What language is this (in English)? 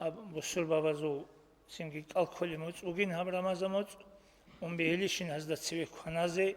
Avaric